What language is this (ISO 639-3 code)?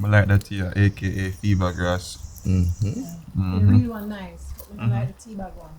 jam